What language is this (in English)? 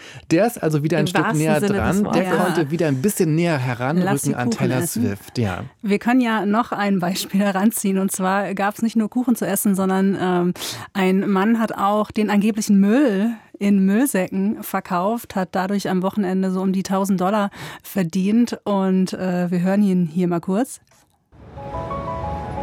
German